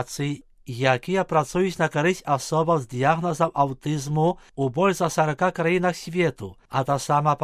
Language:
Belarusian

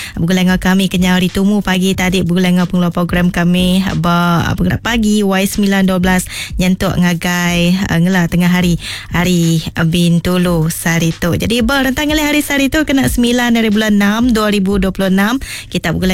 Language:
Iban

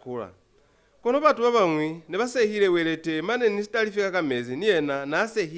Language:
Lozi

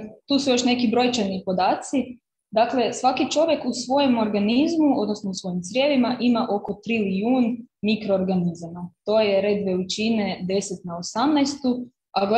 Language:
Croatian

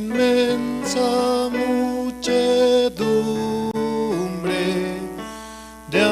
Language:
South Bolivian Quechua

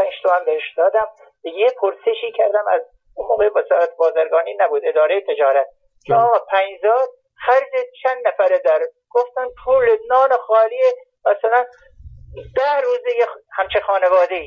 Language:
Persian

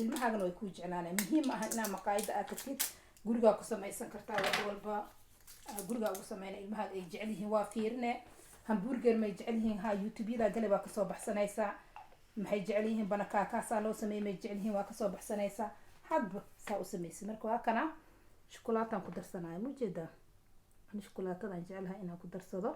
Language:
Somali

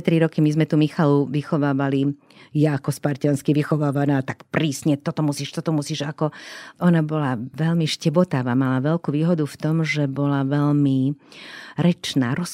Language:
Slovak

